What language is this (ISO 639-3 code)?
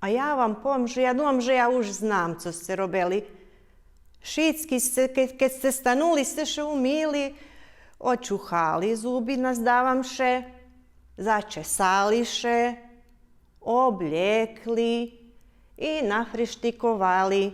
rue